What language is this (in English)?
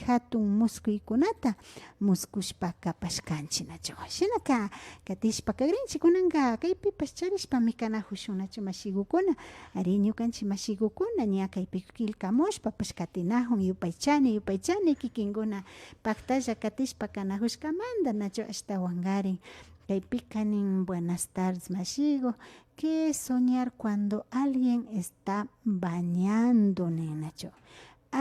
Imbabura Highland Quichua